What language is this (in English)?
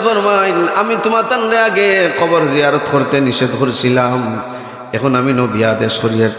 Sylheti